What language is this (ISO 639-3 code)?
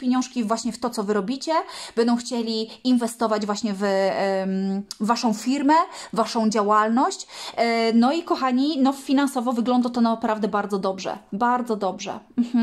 pol